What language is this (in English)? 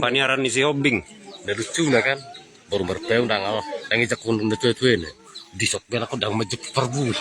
Batak Toba